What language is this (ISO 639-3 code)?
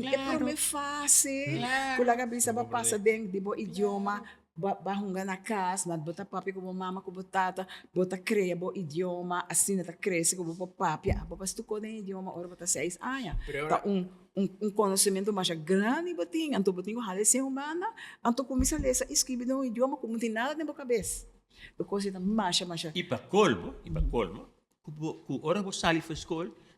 pap